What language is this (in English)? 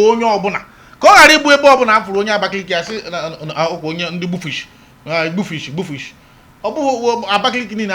Igbo